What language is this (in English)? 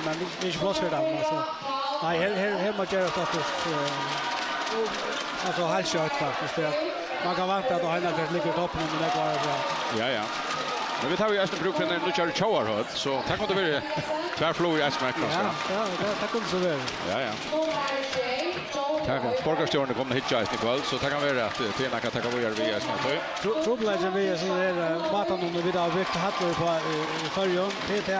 Faroese